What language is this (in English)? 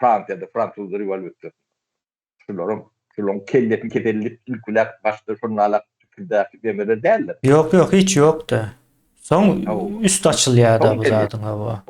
Turkmen